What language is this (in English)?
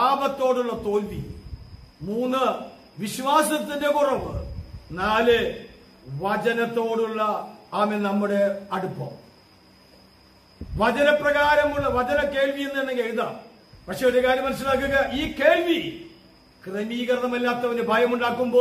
Malayalam